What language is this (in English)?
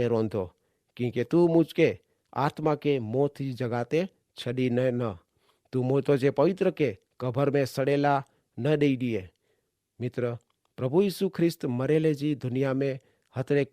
Kachhi